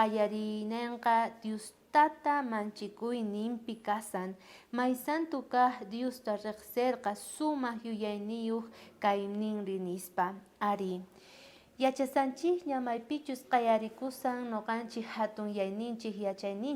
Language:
South Bolivian Quechua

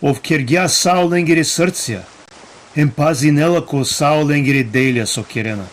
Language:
Balkan Romani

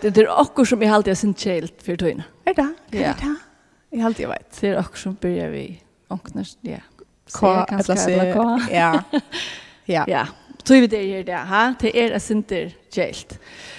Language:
Faroese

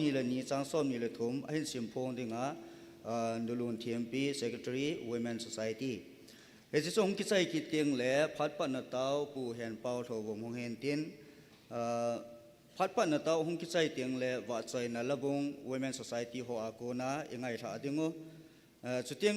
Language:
Thado Chin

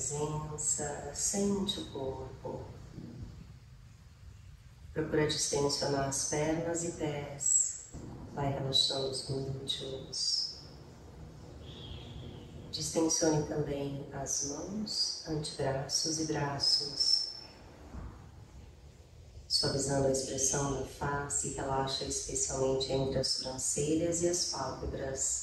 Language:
Portuguese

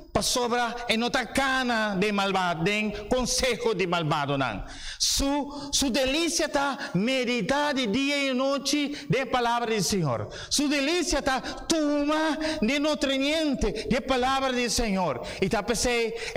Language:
Papiamento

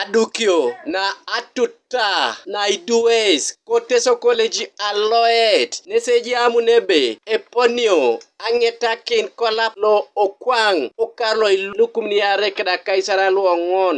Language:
Teso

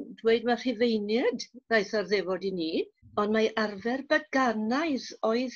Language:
Welsh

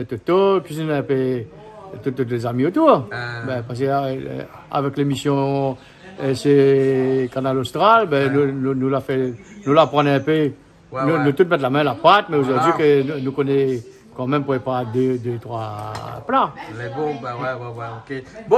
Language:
Réunion Creole French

